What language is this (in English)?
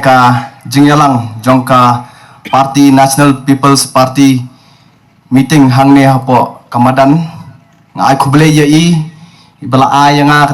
Khasi